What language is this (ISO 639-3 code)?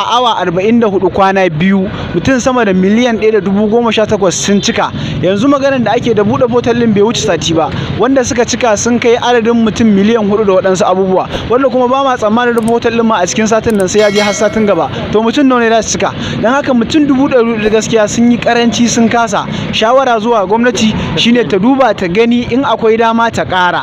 hau